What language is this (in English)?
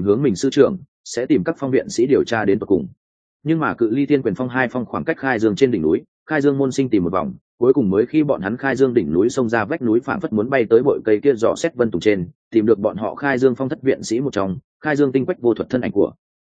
Vietnamese